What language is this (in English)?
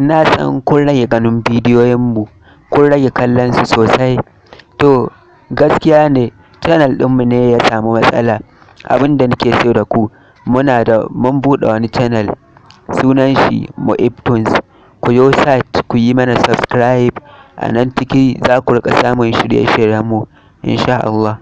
Hausa